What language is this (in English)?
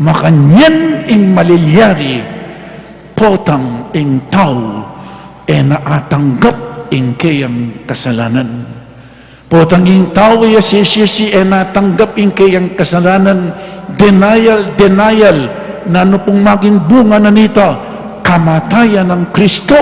Pampanga